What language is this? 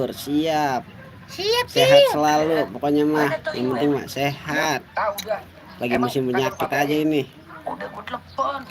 Betawi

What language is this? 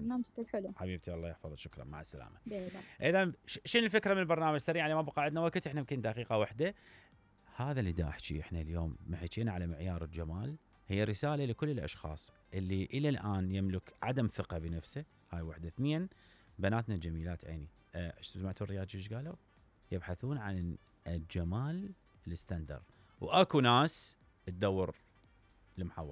Mesopotamian Arabic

